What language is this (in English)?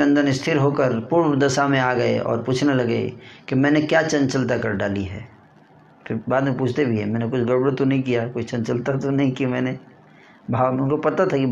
Hindi